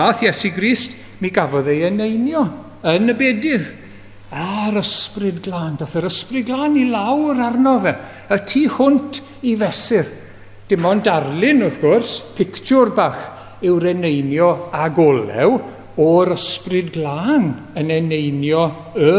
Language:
Welsh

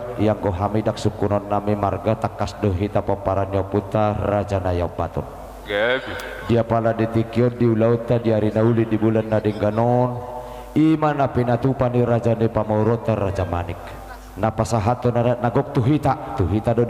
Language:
Batak Toba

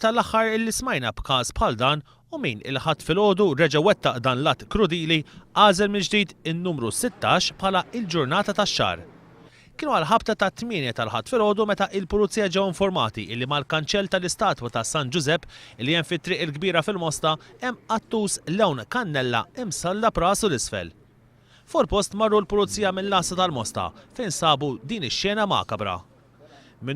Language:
Maltese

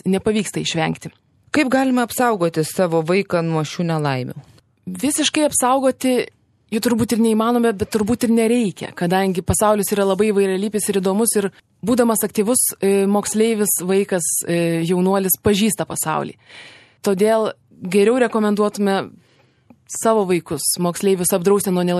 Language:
Lithuanian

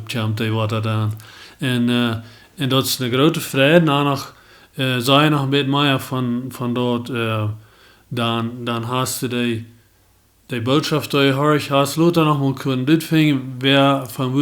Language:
Plautdietsch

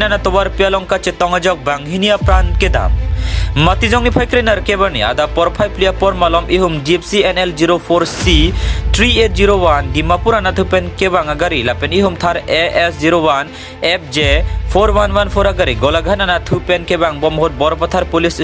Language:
Karbi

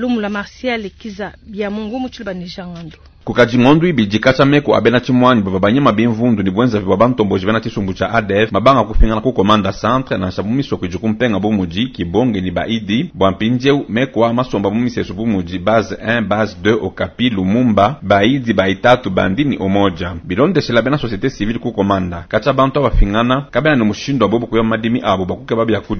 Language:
Luba-Lulua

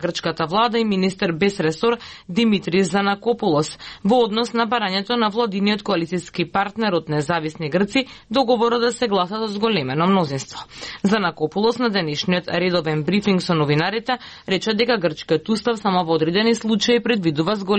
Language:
Macedonian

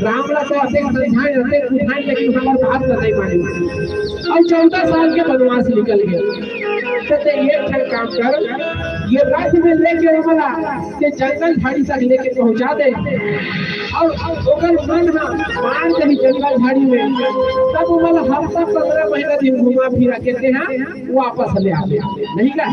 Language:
Chhattisgarhi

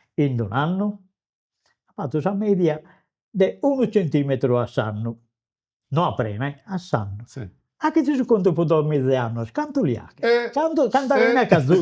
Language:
Sardinian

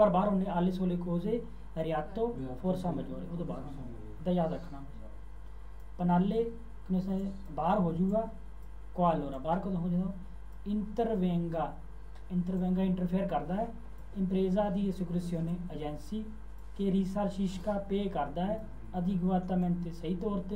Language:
Punjabi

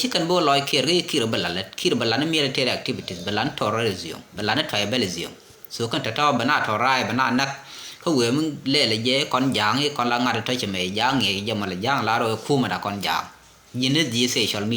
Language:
Nuer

